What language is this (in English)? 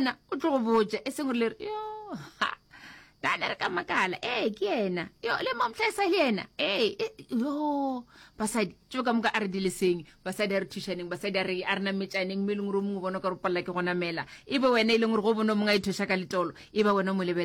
Northern Sotho